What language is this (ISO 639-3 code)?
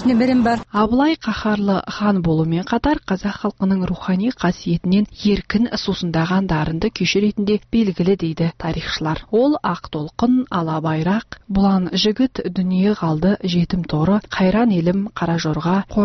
kaz